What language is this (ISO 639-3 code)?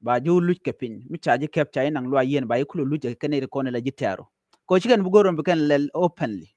nus